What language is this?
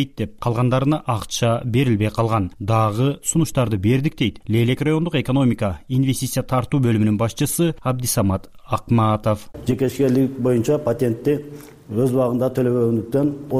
Kyrgyz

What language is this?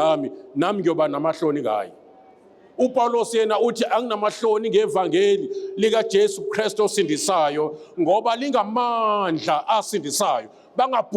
Zulu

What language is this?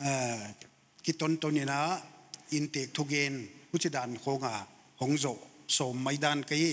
Paite Chin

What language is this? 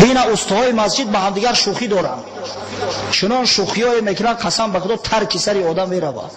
Tajik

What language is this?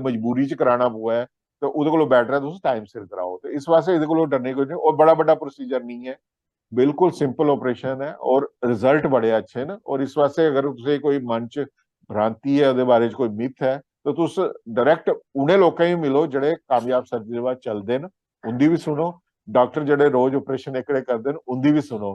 Dogri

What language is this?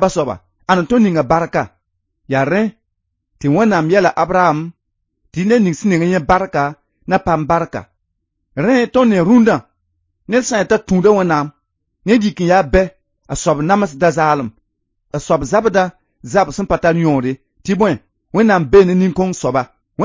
Mossi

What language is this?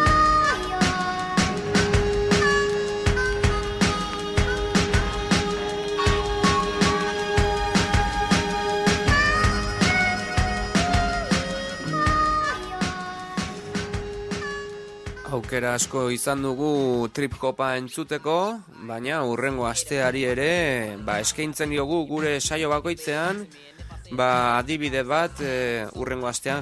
Basque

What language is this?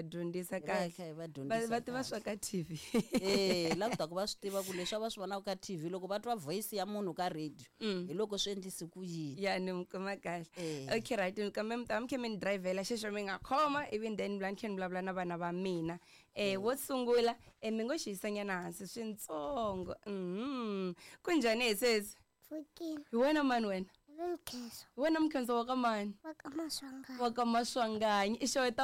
Tsonga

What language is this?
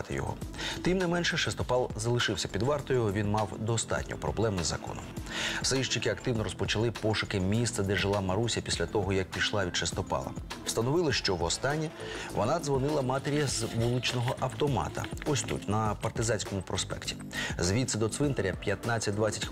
Ukrainian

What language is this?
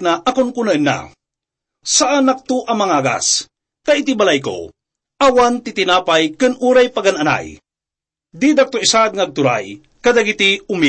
Iloko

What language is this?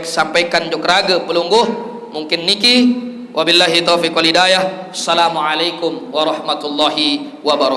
Sasak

